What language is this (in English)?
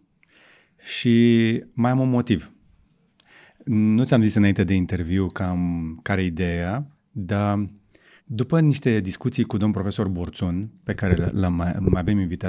Romanian